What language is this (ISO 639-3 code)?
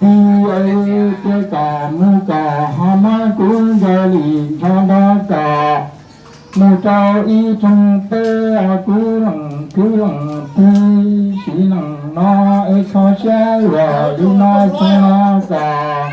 hmn